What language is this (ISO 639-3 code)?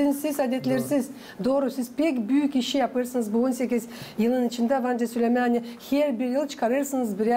gag